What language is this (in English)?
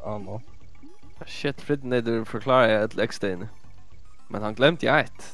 Faroese